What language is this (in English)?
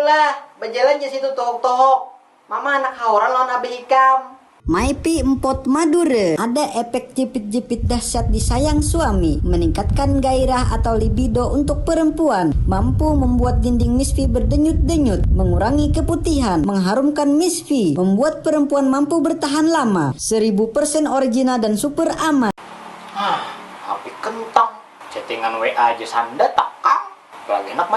Banjar